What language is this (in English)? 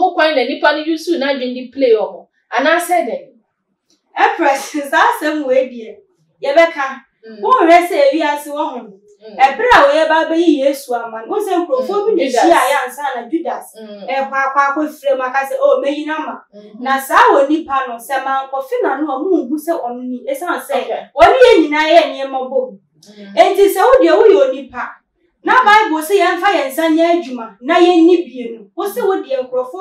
Akan